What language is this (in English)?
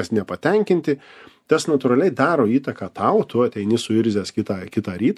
Lithuanian